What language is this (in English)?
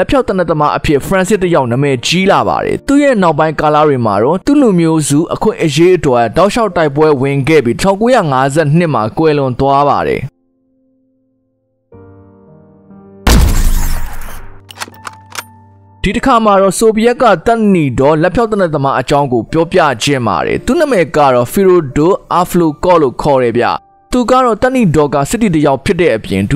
Burmese